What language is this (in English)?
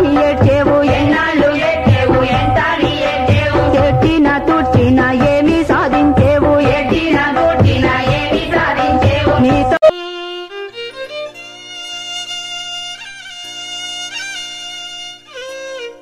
Telugu